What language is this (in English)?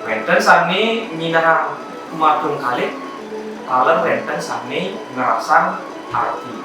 Balinese